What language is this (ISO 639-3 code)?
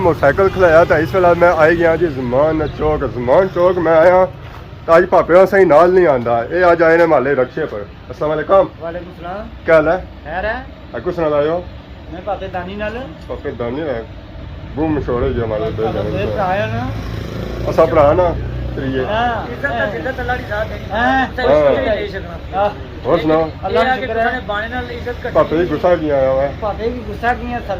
phr